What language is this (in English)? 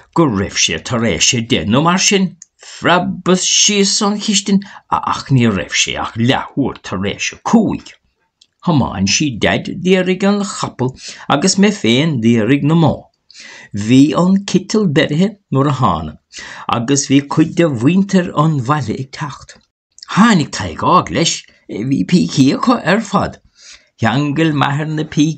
Irish